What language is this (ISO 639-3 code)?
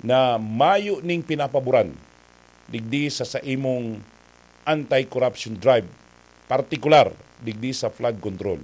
bik